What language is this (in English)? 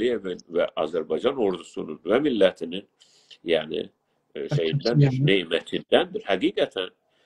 South Azerbaijani